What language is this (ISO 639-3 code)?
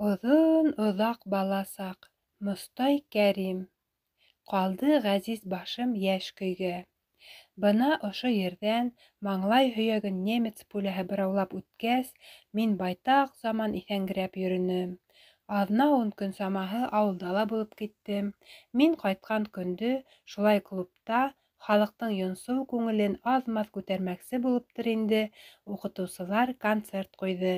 bak